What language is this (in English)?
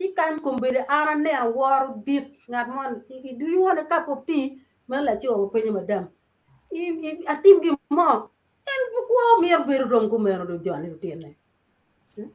Acoli